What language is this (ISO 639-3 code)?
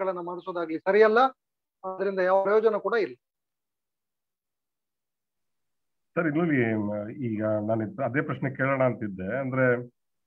kan